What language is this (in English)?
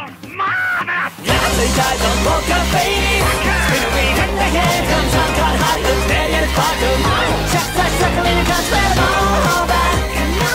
Japanese